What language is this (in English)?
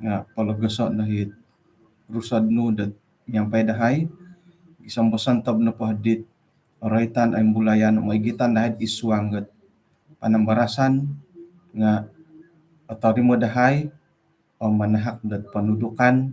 Central Dusun